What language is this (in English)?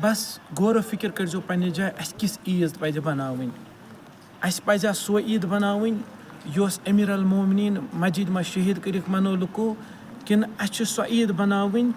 Kashmiri